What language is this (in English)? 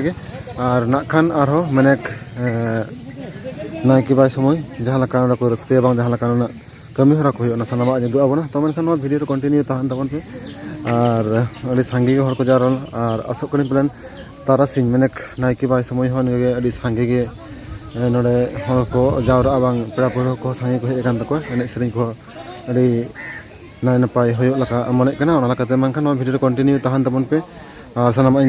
Santali